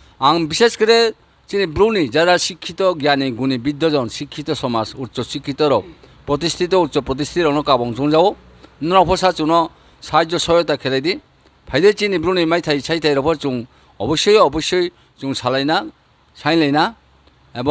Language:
Riang (India)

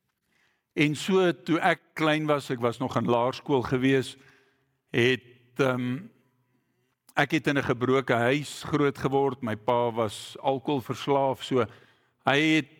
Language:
Afrikaans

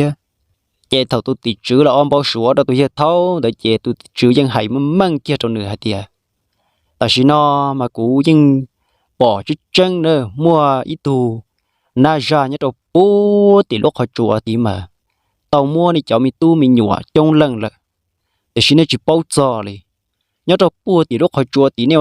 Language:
Hmong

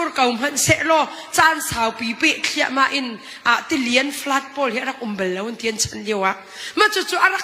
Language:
Hakha Chin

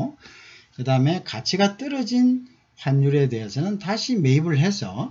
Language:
Korean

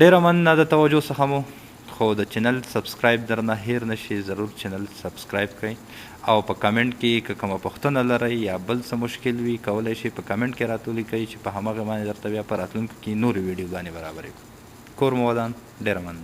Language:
Pashto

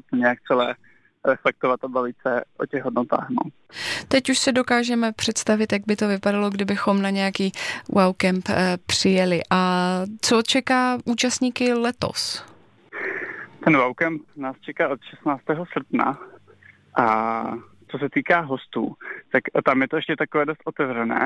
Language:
Czech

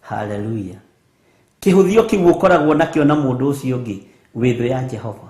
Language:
Kikuyu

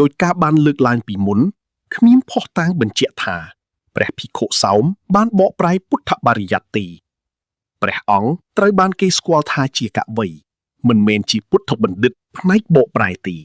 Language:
Khmer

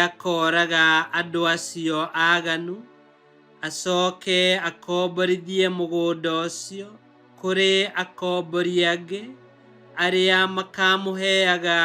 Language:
Kikuyu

